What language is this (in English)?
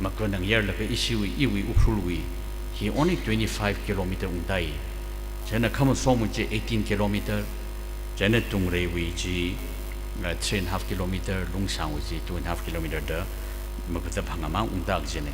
Tangkhul Naga (India)